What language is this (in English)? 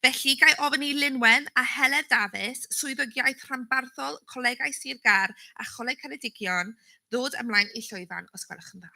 Welsh